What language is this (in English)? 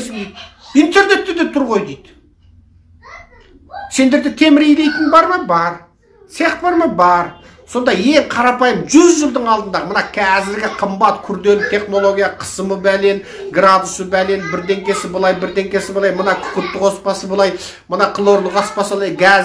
Kazakh